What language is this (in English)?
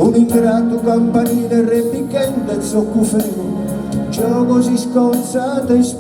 Sardinian